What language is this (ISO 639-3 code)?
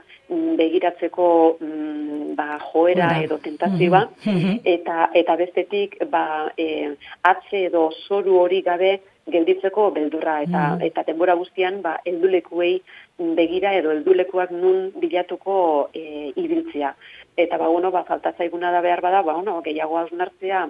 eus